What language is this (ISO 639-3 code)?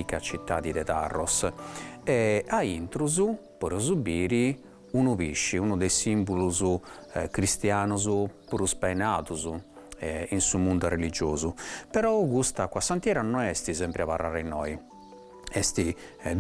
srd